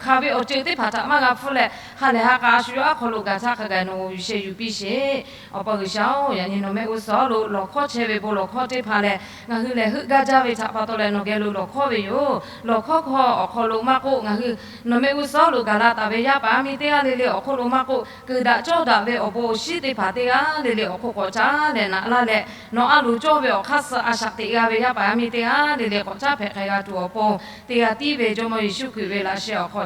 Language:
Lahu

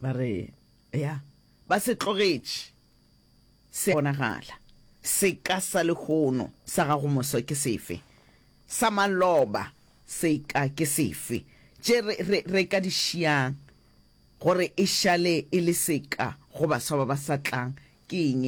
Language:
Northern Sotho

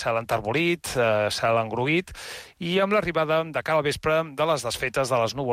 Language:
Catalan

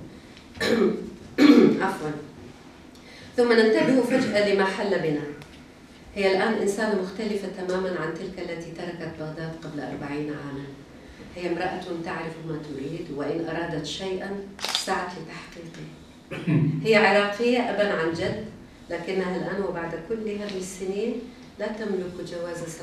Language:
Arabic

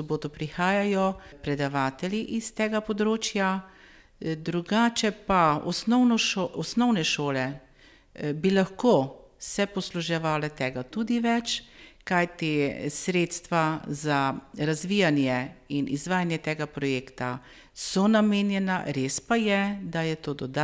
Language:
Slovenian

